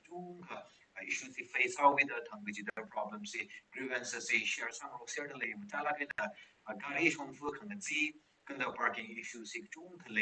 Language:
Tangkhul Naga (India)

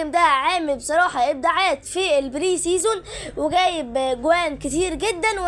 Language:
Egyptian Arabic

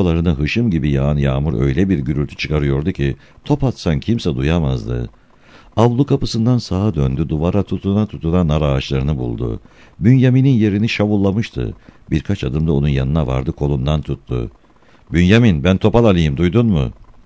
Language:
Turkish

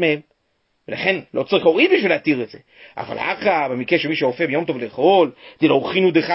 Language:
Hebrew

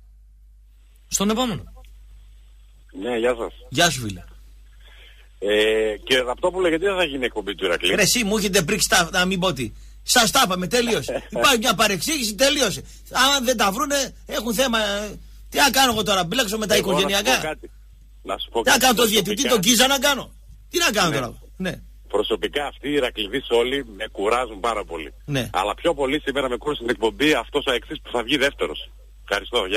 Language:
Greek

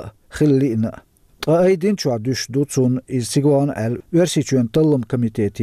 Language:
Chechen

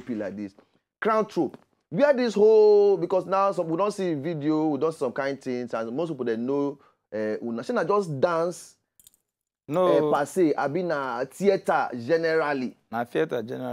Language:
Nigerian Pidgin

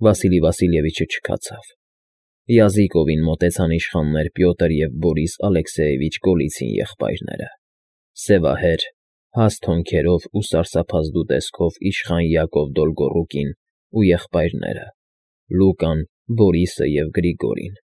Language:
Armenian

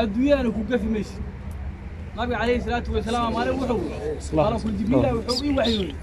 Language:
Somali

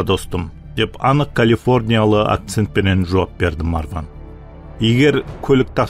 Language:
Kara-Kalpak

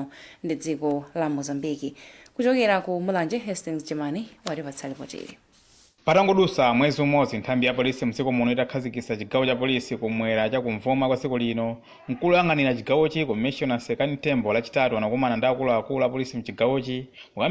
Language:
Nyanja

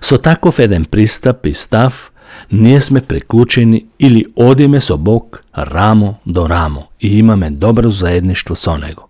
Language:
Macedonian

